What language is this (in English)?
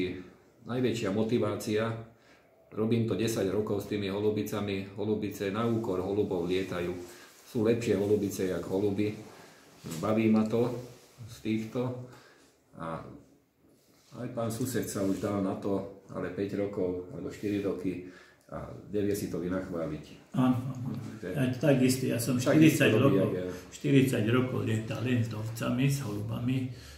Slovak